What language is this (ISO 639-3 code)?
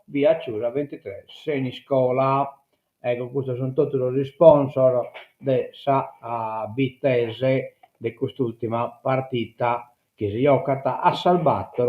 srd